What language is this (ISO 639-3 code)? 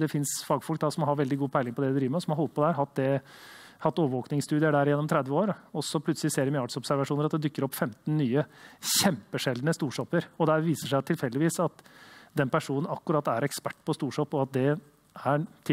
nor